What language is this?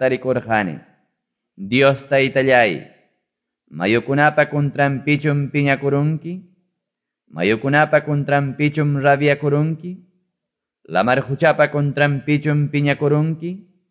Quechua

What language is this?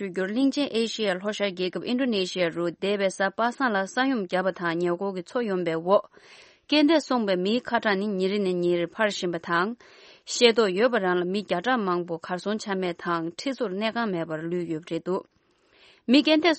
Tibetan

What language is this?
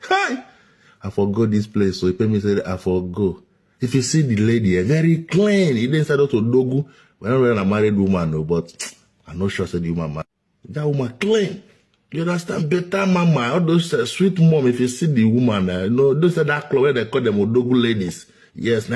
Nigerian Pidgin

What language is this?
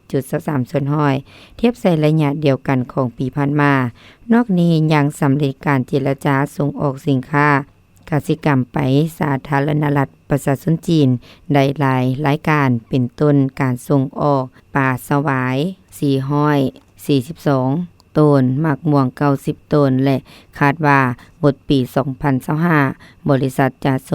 Lao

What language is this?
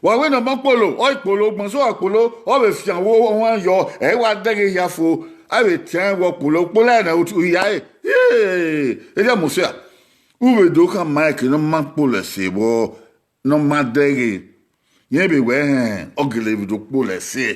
Bini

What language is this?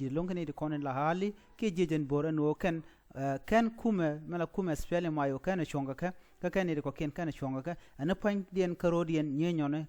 Nuer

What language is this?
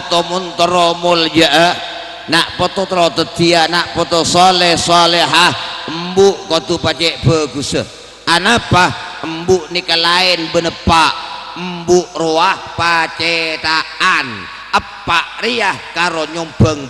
Madurese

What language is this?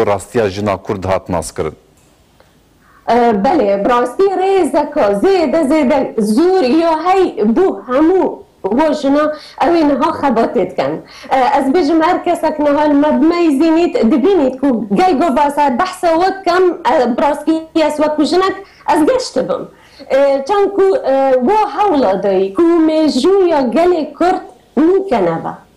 Kurdish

